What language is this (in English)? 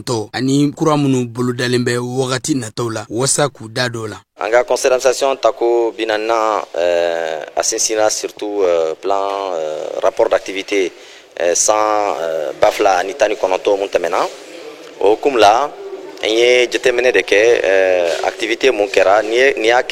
Bambara